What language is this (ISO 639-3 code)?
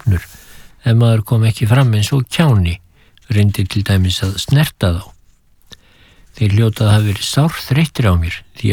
isl